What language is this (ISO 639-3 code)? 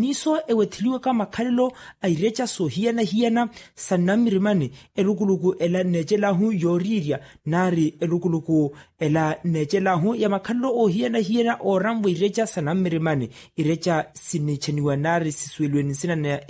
vmw